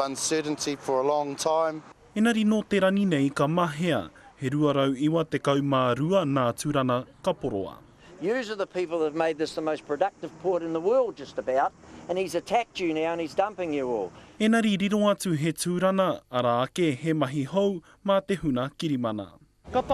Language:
Māori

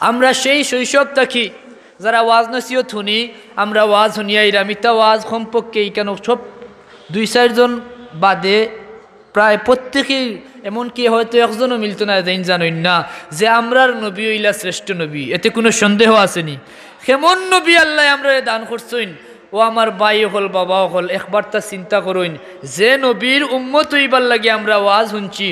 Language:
Sylheti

